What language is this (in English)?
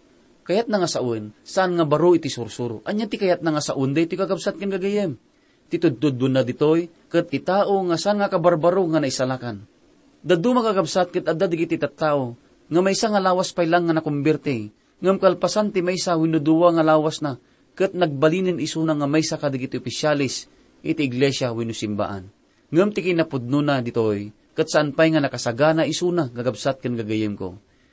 Iloko